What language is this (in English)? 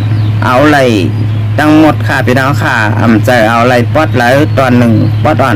Shan